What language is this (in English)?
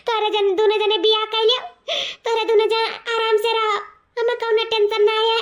Awadhi